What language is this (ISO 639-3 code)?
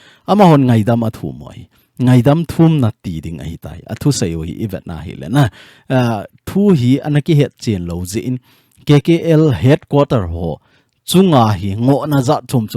tcz